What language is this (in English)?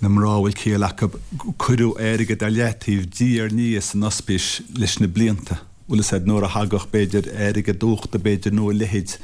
Irish